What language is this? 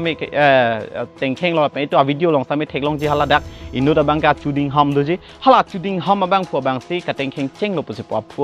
Karbi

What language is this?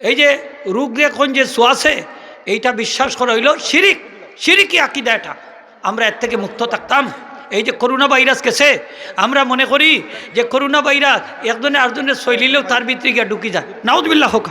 Sylheti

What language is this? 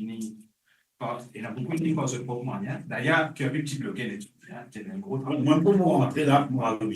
Morisyen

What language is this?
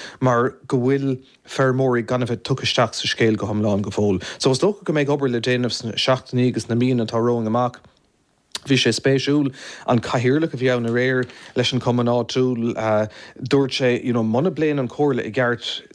Irish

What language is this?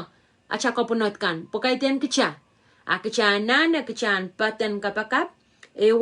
Pohnpeian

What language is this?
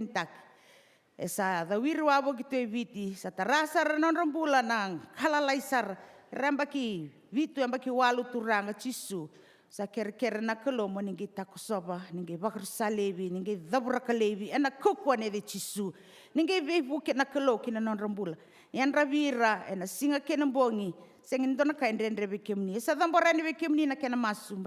Fijian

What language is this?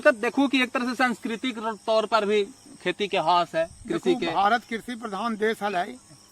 Magahi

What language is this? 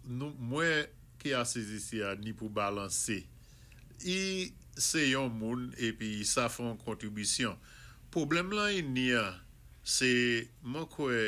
Saint Lucian Creole French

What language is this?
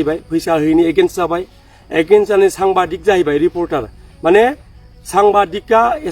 Bodo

